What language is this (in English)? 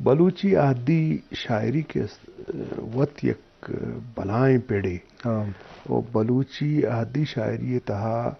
Eastern Balochi